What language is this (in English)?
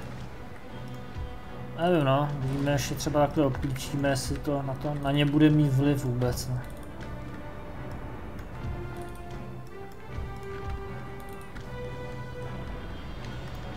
Czech